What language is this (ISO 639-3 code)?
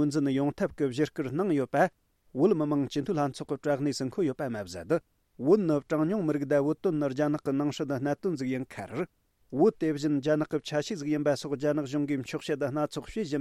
bod